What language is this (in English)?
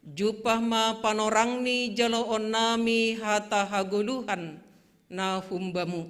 Batak Simalungun